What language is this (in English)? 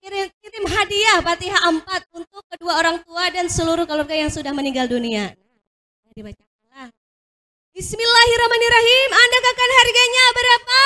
Banjar